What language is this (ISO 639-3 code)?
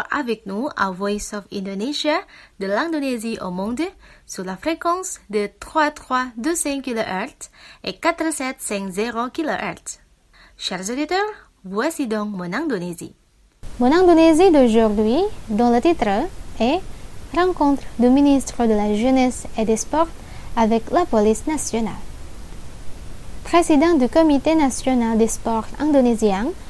fra